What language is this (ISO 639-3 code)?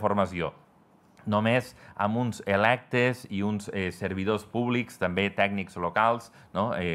cat